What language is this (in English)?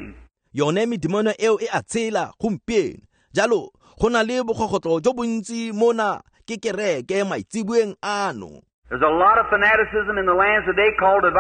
Tswana